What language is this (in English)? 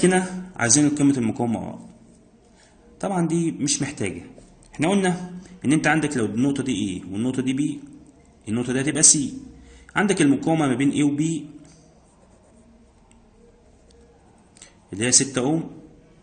Egyptian Arabic